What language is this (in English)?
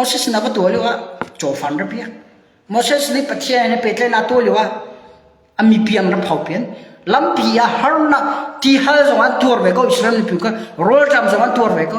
Hakha Chin